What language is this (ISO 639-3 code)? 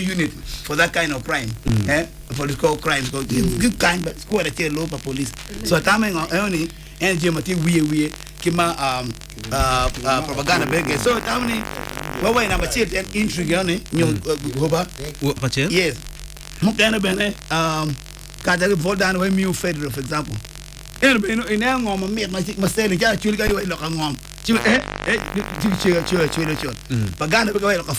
ach